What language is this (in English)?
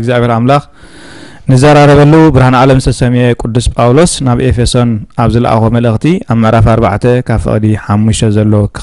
Tigrinya